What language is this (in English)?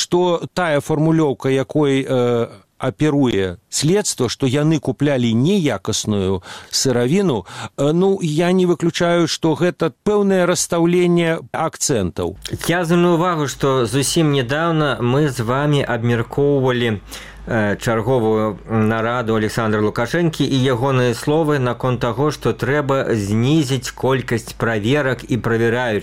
Belarusian